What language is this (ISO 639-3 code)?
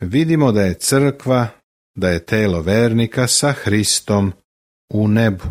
srp